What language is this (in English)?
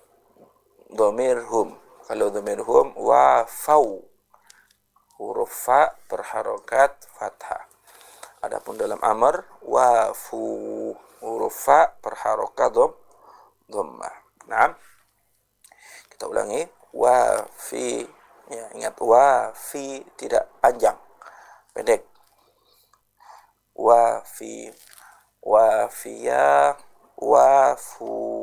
Indonesian